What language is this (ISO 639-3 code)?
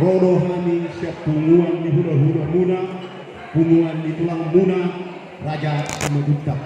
bbc